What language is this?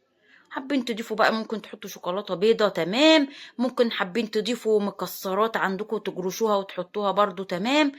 Egyptian Arabic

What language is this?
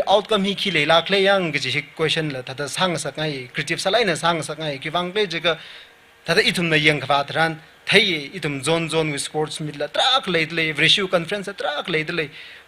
Tangkhul Naga (India)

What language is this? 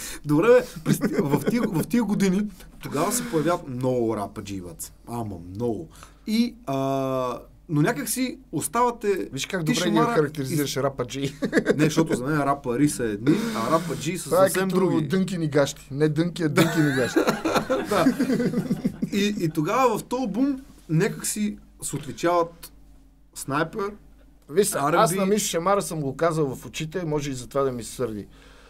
Bulgarian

